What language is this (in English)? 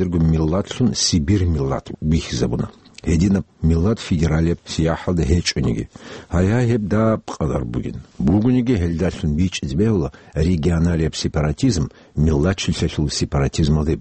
Avaric